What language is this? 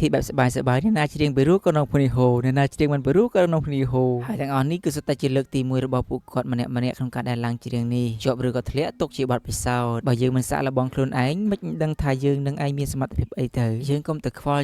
Khmer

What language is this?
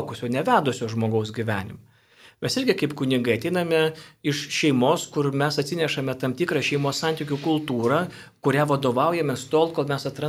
Lithuanian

